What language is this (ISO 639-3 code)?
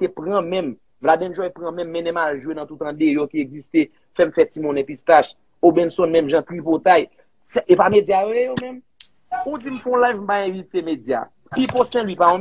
hat